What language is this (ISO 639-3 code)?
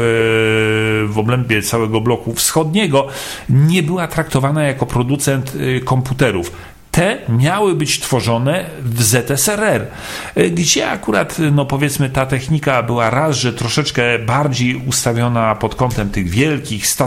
pol